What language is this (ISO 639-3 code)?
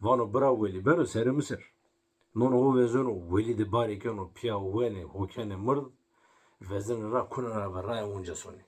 zza